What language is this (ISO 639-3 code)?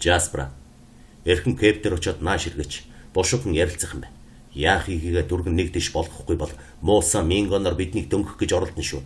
mon